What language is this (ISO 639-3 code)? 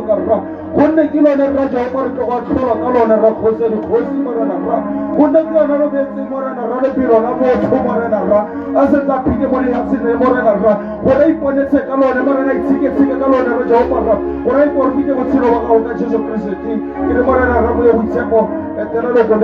tsn